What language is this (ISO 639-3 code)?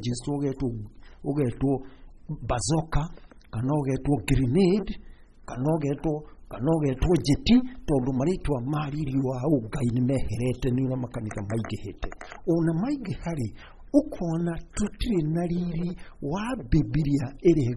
kik